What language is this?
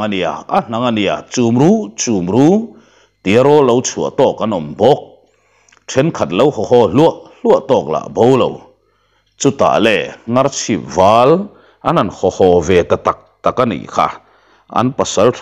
Mizo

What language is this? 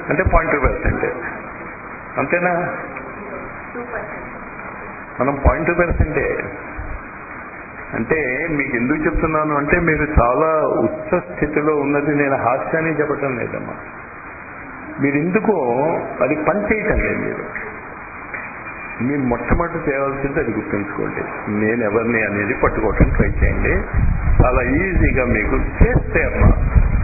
Telugu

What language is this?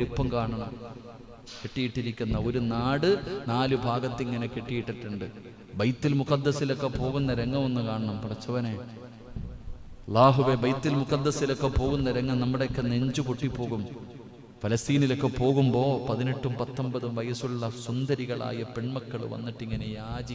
Malayalam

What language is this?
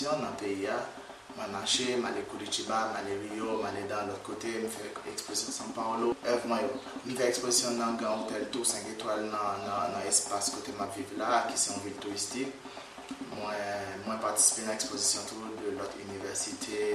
Haitian Creole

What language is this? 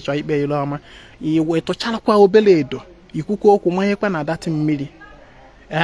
Igbo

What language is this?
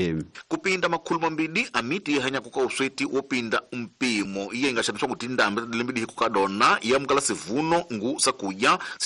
Tsonga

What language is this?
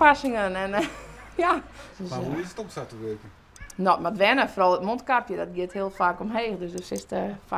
Western Frisian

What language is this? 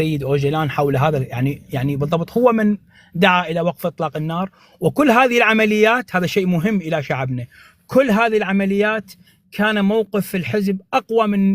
North Levantine Arabic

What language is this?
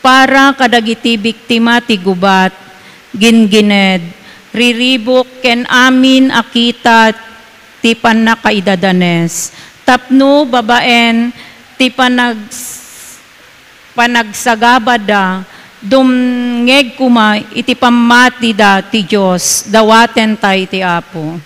Iloko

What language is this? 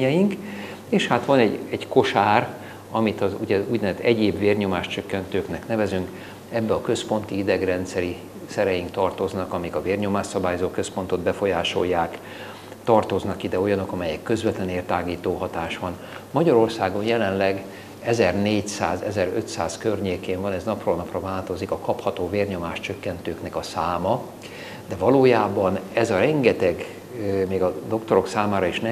Hungarian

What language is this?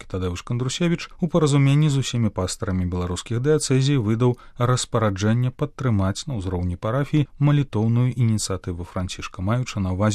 Belarusian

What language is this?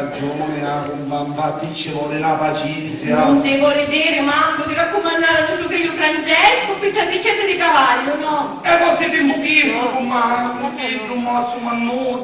Sicilian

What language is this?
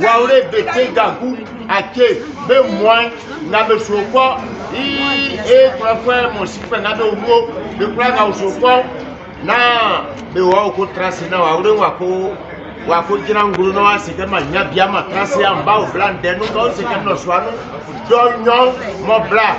Baoulé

